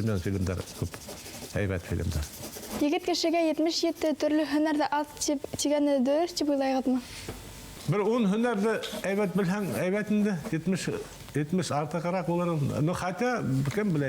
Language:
Bashkir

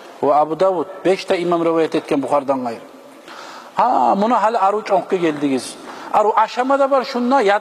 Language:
Kumyk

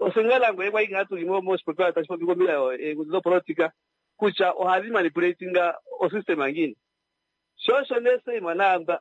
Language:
Kuanyama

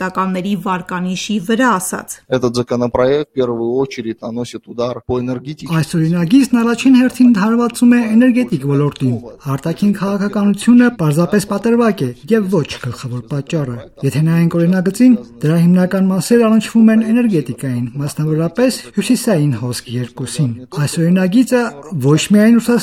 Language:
Armenian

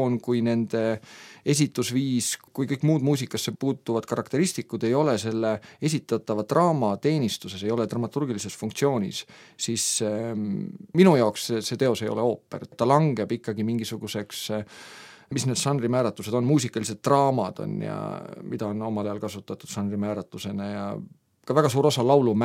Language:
Estonian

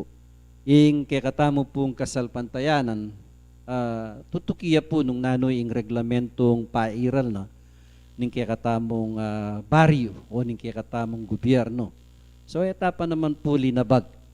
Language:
Pampanga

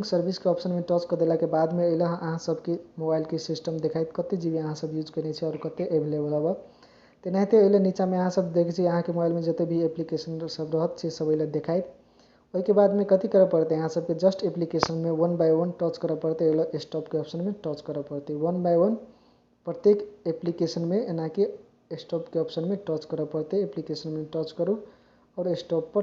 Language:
Maithili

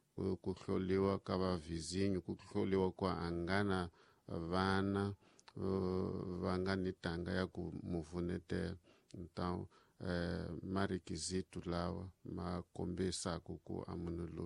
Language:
Tsonga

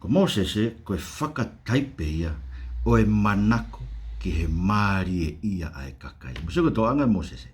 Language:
Tongan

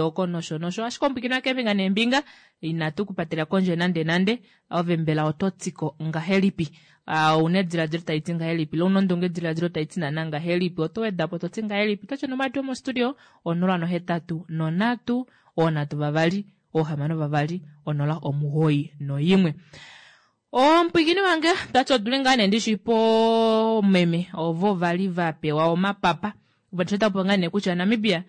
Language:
Kuanyama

